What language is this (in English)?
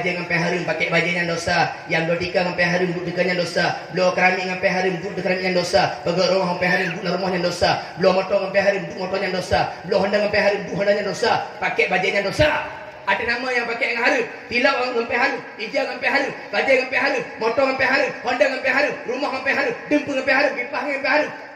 Achinese